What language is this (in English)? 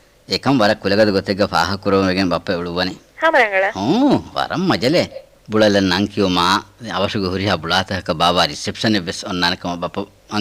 Divehi